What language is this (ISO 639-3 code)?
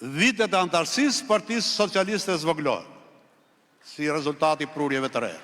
sqi